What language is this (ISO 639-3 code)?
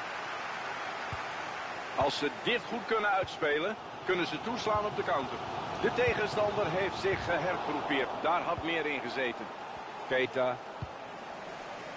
nld